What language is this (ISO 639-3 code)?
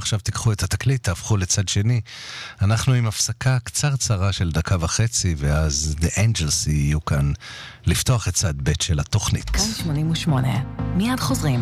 heb